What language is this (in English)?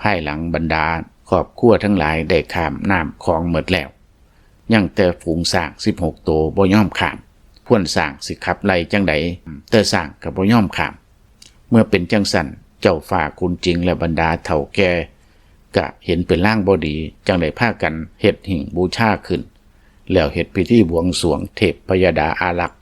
Lao